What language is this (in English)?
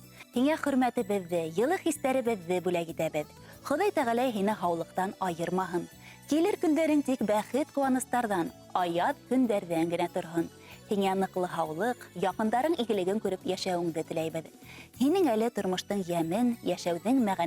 Bashkir